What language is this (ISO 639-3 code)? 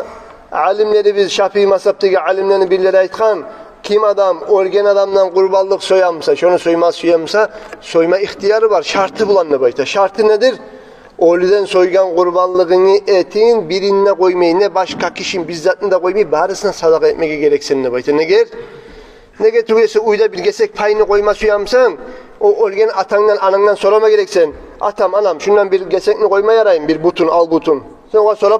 kum